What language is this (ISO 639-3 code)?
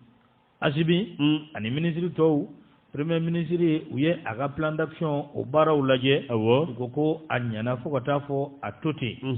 bam